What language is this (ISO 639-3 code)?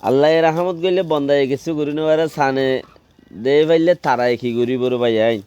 rhg